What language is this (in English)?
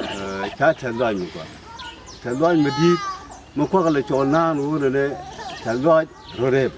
Nuer